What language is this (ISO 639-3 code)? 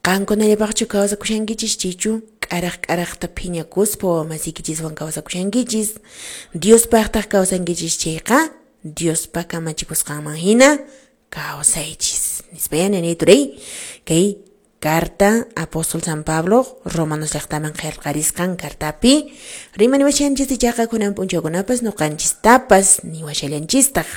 que